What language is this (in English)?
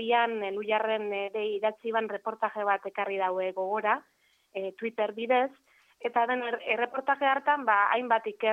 Basque